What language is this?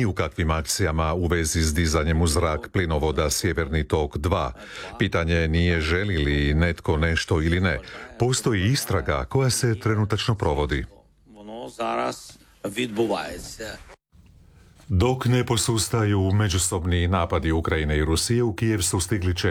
Croatian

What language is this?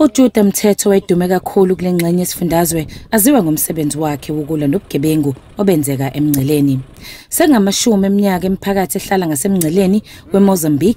Zulu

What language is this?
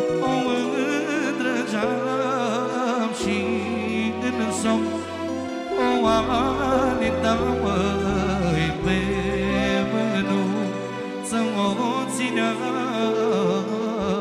Romanian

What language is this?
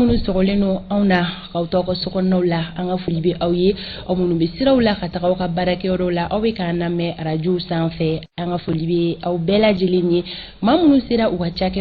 Bambara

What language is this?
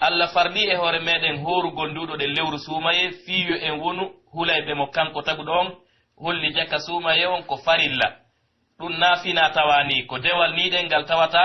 Pular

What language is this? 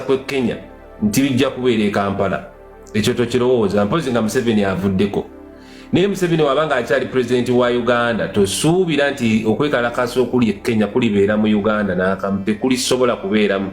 Ganda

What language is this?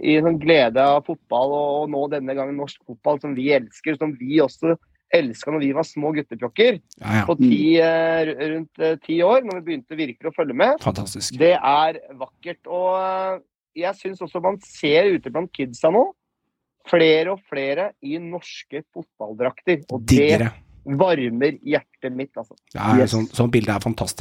Norwegian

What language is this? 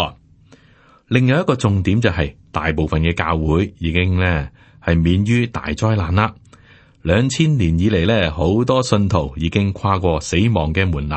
Cantonese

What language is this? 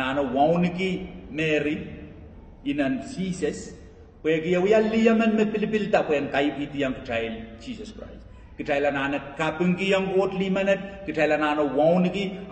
Pohnpeian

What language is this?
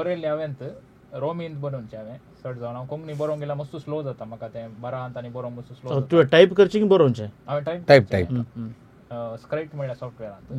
Konkani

